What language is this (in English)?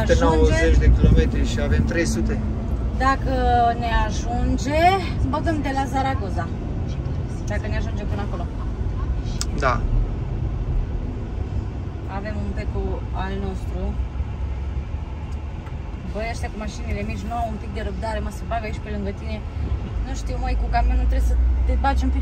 Romanian